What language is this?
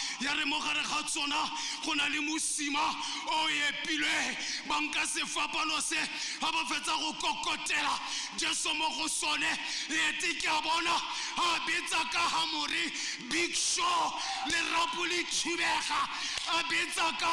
Tswana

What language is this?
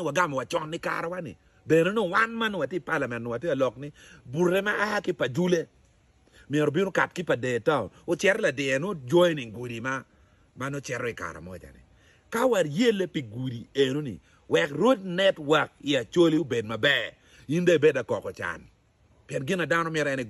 Acoli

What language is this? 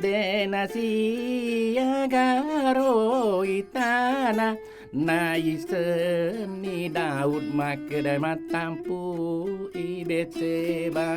Buginese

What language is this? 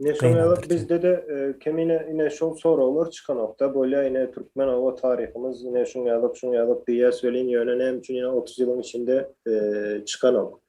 Turkmen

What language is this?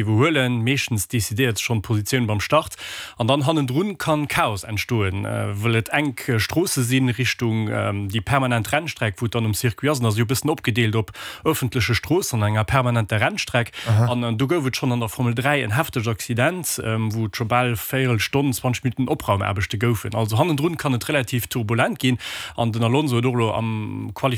Luxembourgish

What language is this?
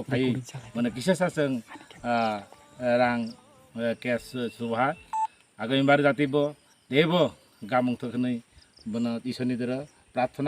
Kok Borok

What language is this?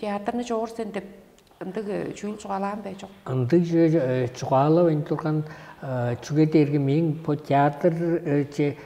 Tuvinian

